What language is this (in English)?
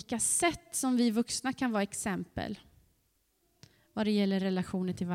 Swedish